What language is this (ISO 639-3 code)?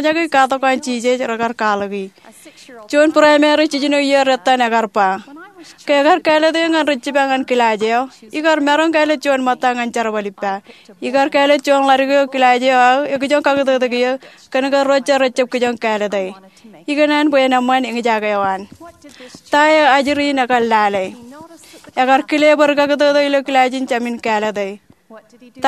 mah